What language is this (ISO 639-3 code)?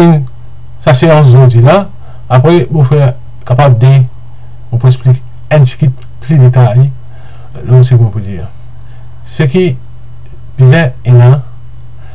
mfe